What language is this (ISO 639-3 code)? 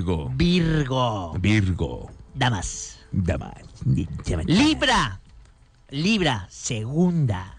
spa